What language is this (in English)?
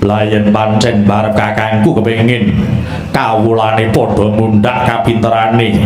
Javanese